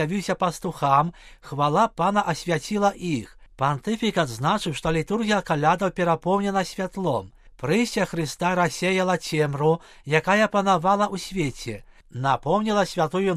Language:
Belarusian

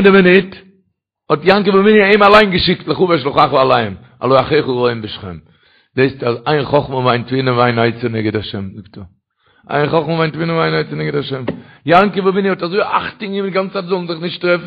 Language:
Yiddish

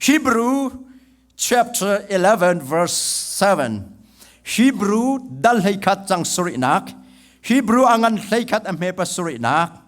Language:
Hakha Chin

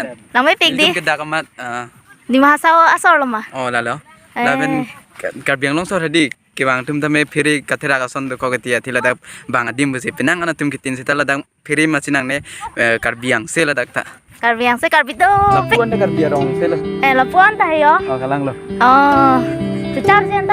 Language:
Karbi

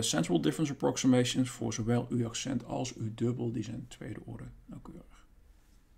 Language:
Dutch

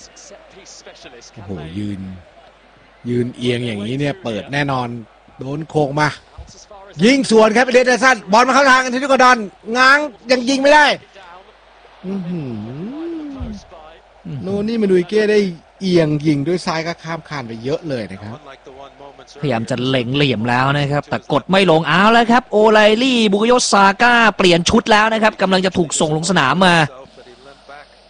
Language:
Thai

